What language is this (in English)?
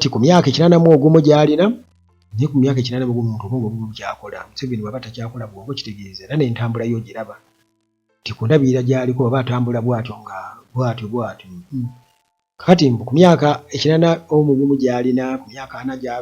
Ganda